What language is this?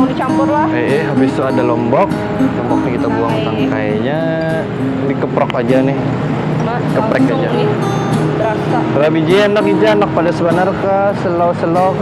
Banjar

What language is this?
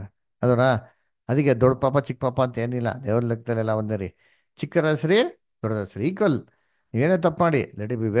Kannada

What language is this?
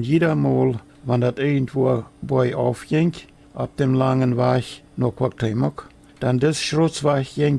Plautdietsch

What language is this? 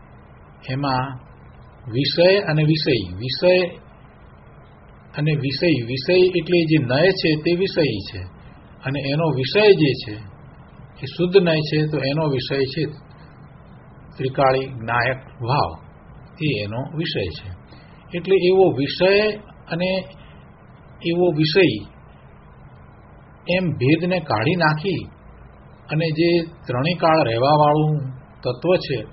Gujarati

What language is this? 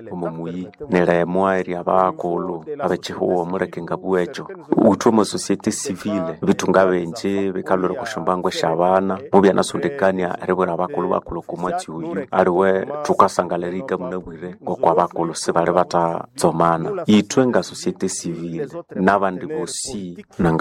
Nande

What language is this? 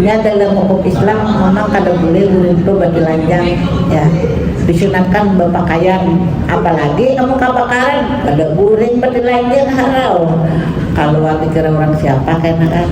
Banjar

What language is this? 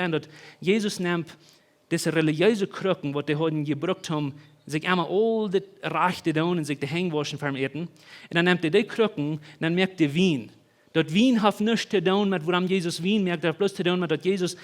Plautdietsch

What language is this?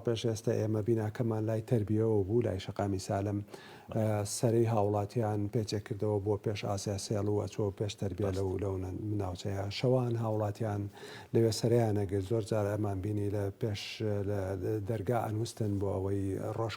Central Kurdish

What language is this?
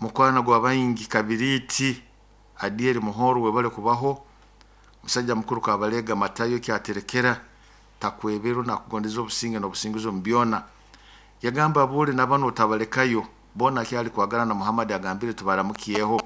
Nyoro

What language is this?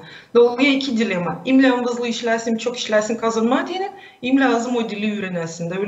Gagauz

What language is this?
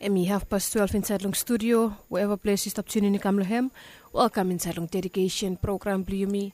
Bislama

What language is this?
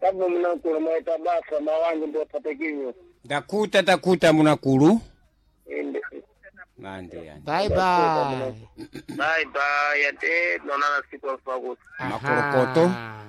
Sena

